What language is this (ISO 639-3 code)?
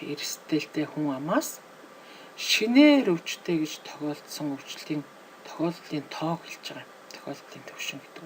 mon